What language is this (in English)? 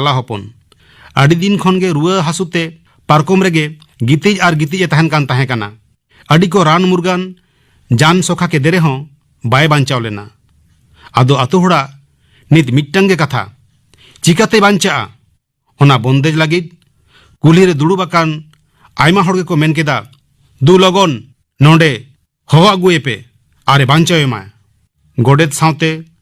Santali